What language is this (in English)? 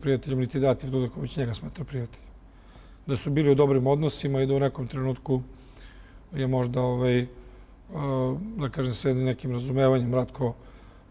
Serbian